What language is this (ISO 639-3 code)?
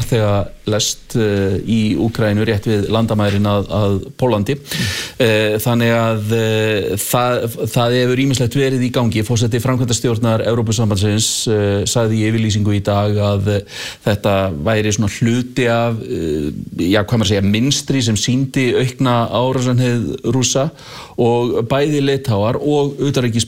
isl